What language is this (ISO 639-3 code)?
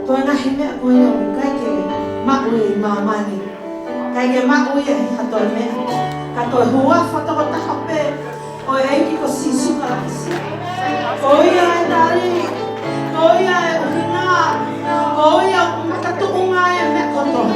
ton